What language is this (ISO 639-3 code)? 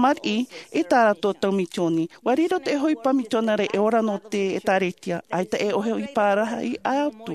tah